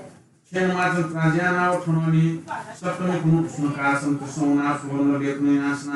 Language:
Newari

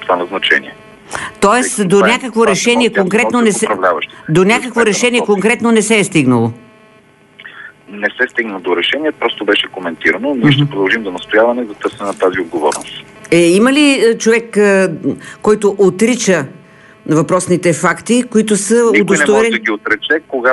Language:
Bulgarian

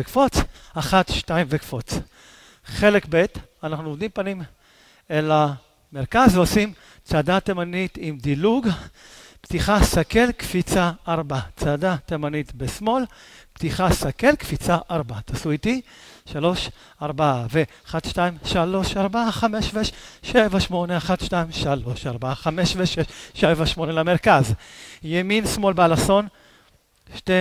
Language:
Hebrew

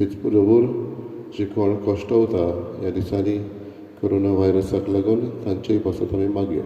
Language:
Konkani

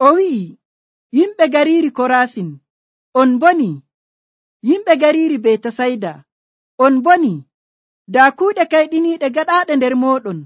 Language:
Nigerian Fulfulde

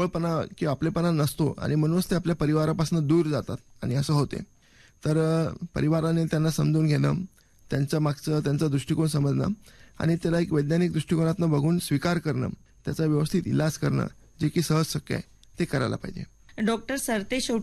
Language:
Marathi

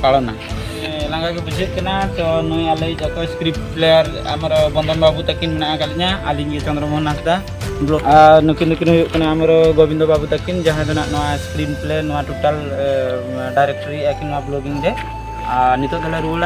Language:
Santali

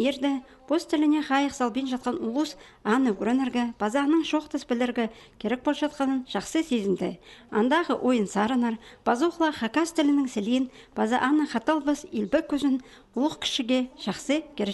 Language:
Khakas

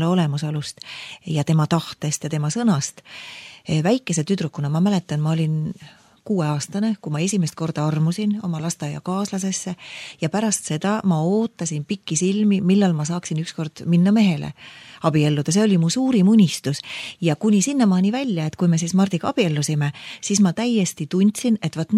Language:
Estonian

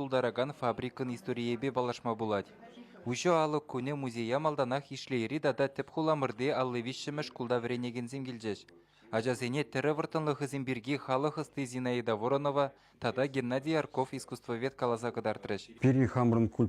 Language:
Chuvash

